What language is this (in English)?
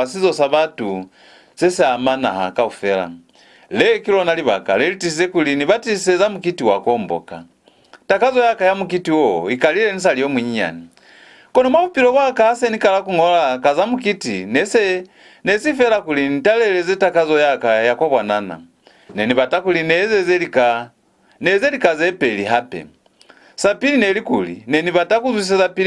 Lozi